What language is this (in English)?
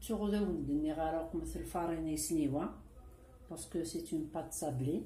Kabyle